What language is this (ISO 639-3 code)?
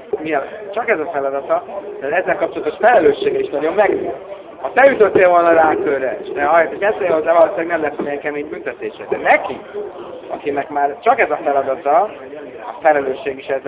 hun